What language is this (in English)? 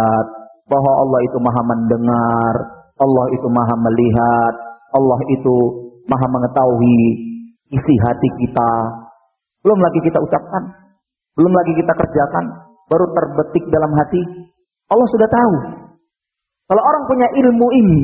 Indonesian